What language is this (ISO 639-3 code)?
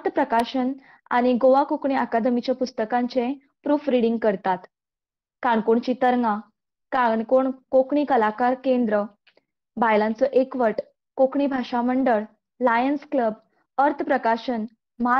kok